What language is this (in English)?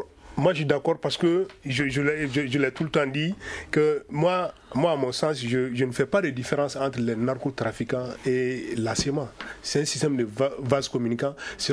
French